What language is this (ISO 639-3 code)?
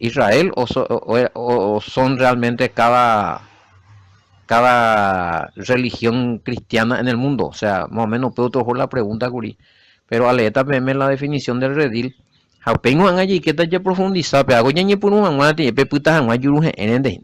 grn